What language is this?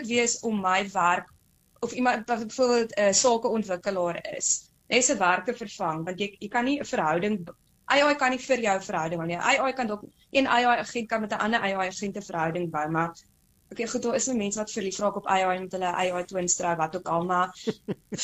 Afrikaans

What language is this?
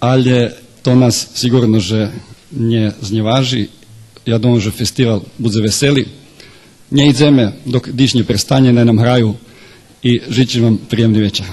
Rusyn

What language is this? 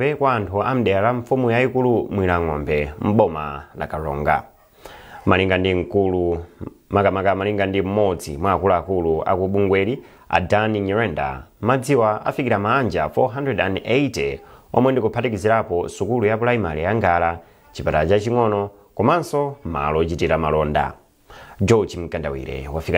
Nyanja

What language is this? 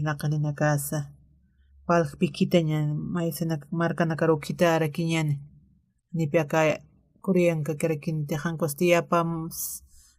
Aymara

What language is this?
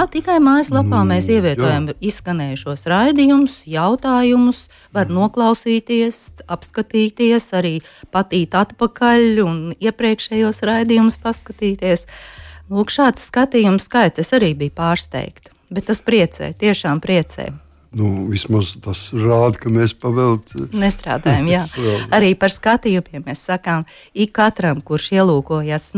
Latvian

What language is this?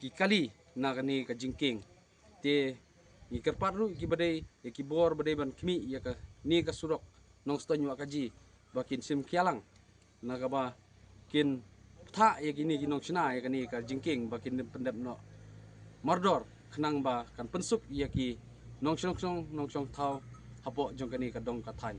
Khasi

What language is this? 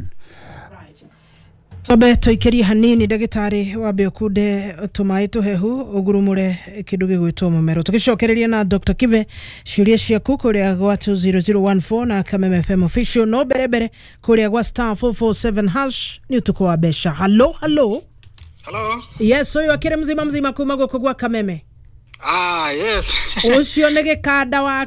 Kikuyu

